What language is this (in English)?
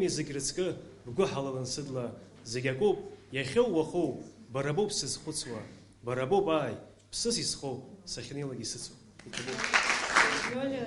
Abkhazian